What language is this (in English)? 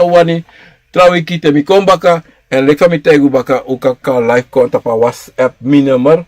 Sranan Tongo